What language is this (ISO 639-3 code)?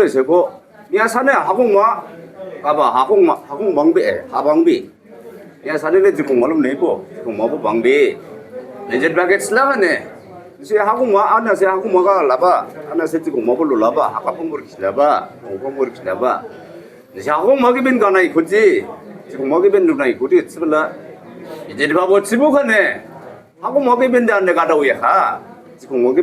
dis